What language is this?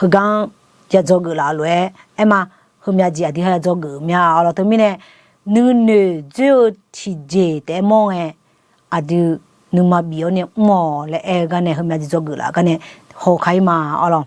Akha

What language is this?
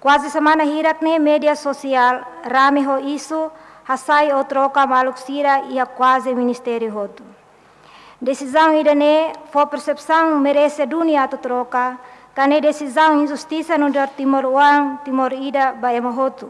Tetum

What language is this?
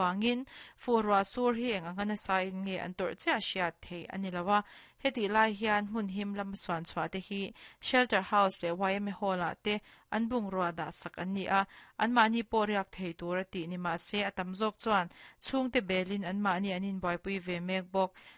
Mizo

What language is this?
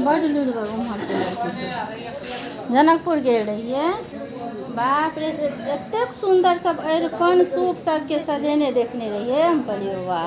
Maithili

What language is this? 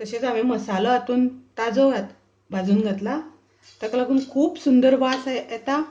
Konkani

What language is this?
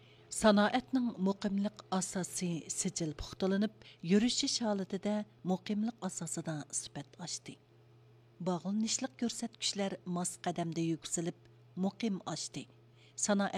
Uyghur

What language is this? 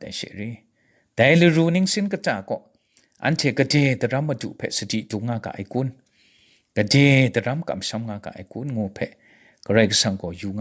Kachin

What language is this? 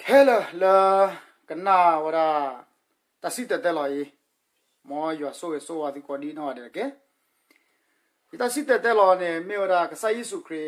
S'gaw Karen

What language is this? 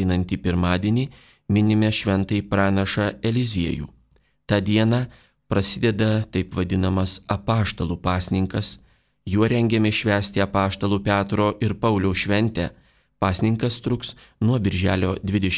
Lithuanian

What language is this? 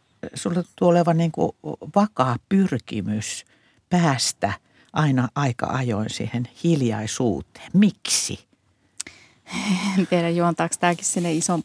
Finnish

